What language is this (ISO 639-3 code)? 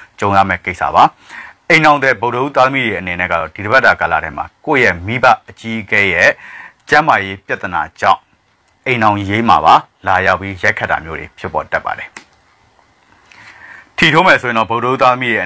mya